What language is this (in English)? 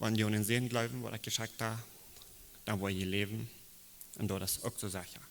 Plautdietsch